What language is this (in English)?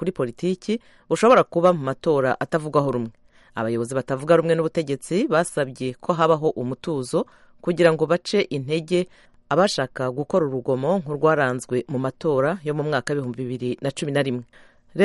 Kinyarwanda